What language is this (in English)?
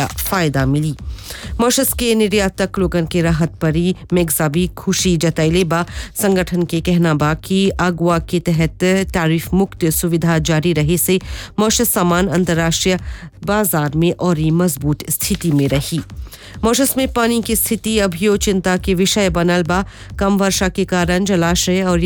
Bhojpuri